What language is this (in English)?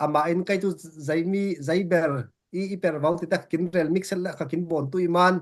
Falam Chin